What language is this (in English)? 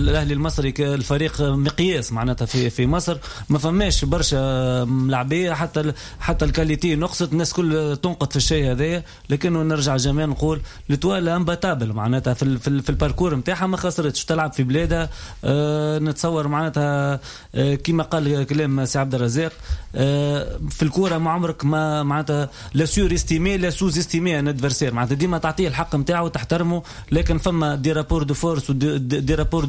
Tunisian Arabic